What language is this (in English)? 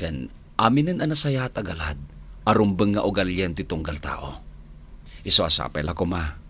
Iloko